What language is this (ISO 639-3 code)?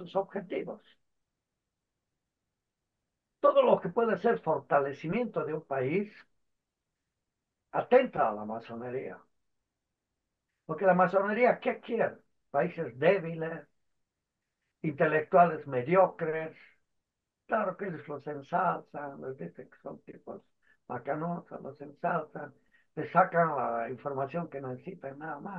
spa